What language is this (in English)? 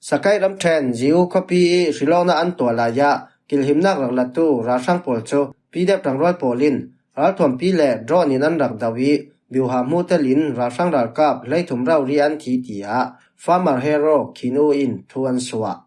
Falam Chin